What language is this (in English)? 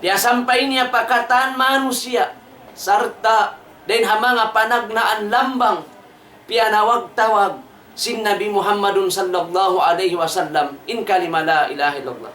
Tausug